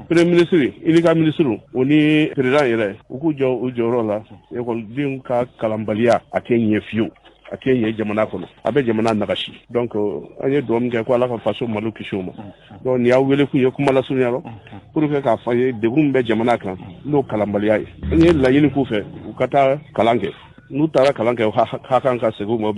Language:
Bambara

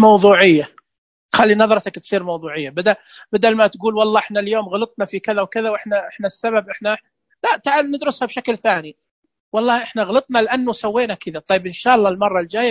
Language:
Najdi Arabic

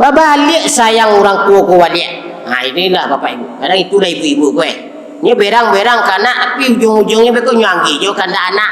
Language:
Minangkabau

